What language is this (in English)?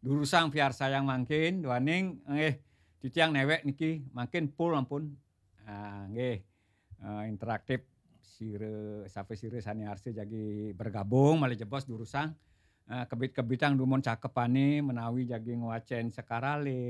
Balinese